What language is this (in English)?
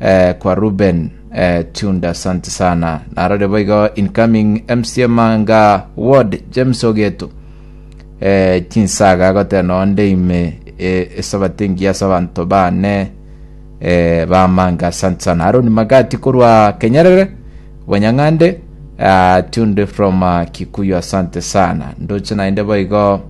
Gusii